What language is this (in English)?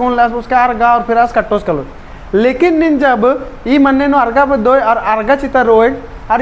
Kurukh